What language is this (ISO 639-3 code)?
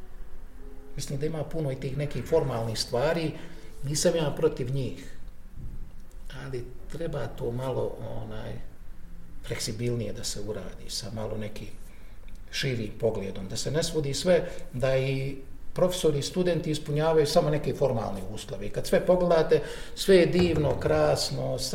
bos